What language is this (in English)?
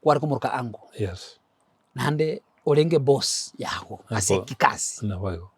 Gusii